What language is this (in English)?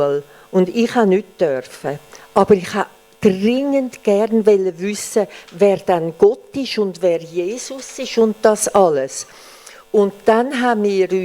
Swiss German